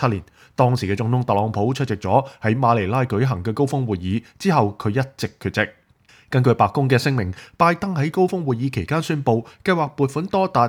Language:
Cantonese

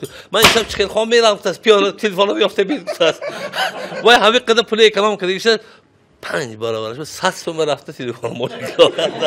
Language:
Tajik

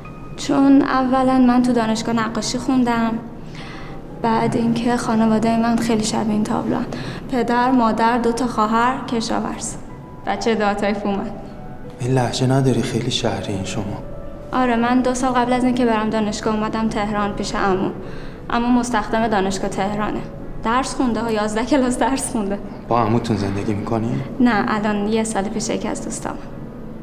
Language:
Persian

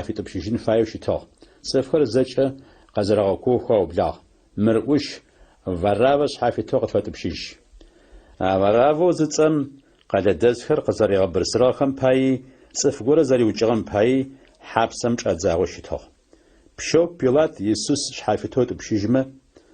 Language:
Adyghe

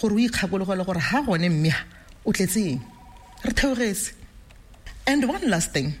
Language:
Tswana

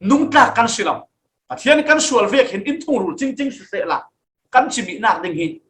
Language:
Falam Chin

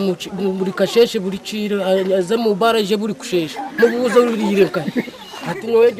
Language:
Nyankole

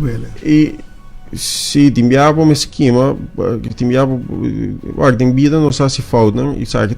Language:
Papiamento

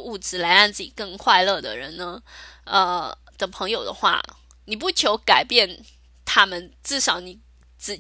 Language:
Chinese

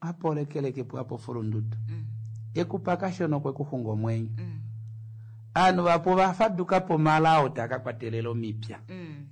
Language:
Kuanyama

